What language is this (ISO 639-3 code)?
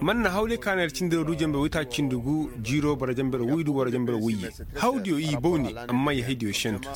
ses